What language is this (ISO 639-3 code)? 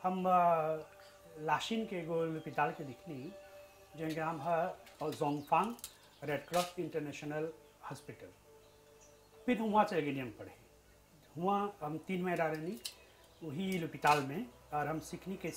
bho